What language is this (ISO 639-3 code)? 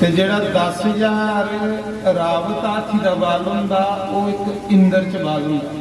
doi